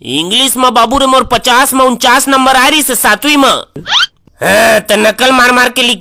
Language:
Chhattisgarhi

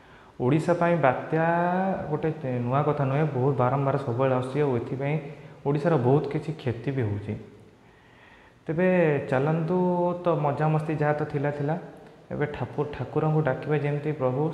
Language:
Odia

